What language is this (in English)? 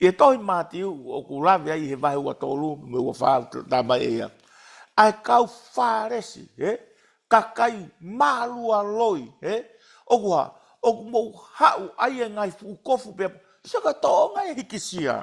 Tongan